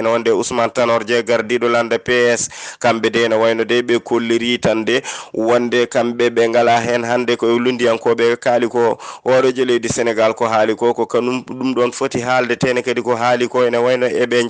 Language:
Fula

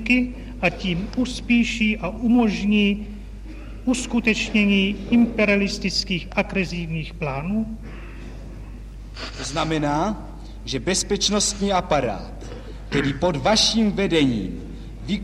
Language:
Czech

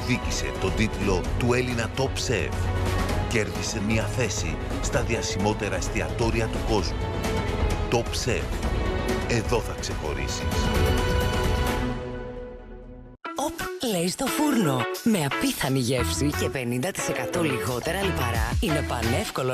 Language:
Greek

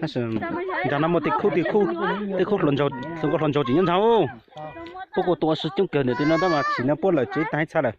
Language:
Hmong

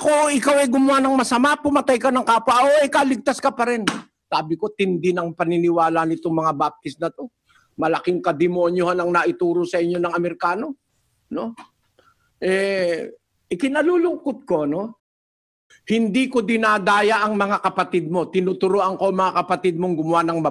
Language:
Filipino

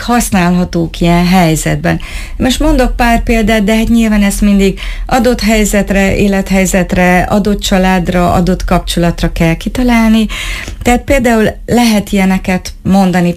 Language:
Hungarian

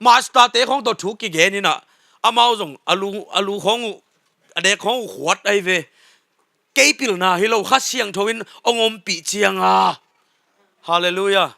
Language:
Tedim Chin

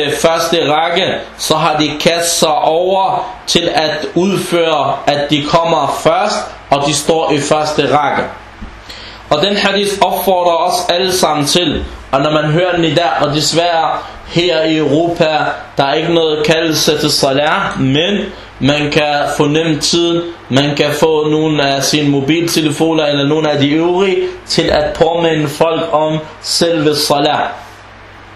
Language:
Danish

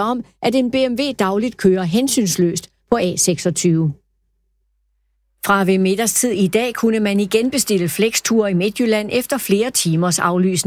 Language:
Danish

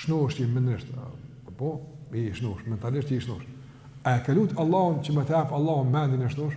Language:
Albanian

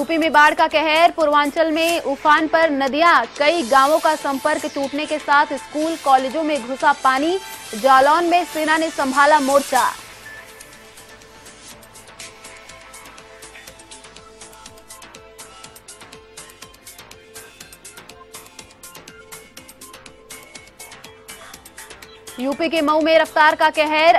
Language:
Hindi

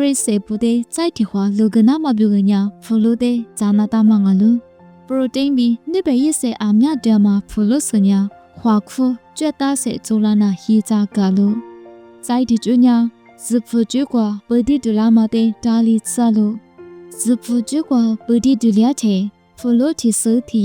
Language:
Lisu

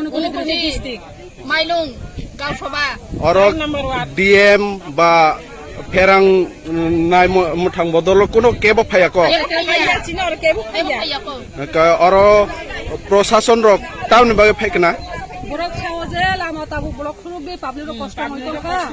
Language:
Kok Borok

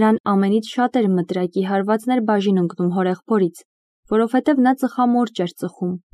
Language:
Armenian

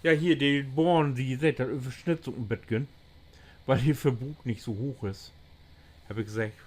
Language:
Low German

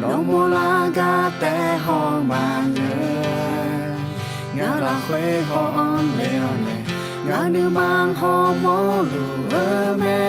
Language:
Akha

